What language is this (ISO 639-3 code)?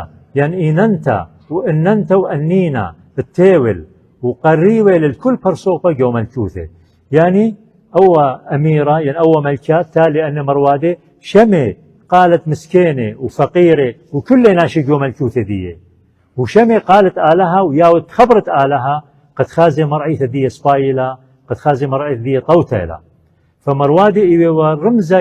aii